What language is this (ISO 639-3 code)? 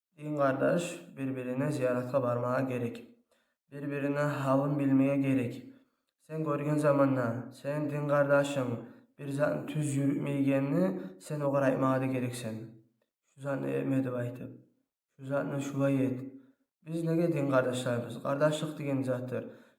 kum